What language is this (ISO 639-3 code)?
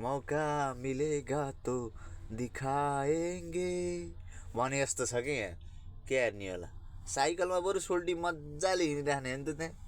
nep